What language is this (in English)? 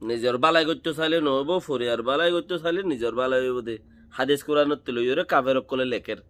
Rohingya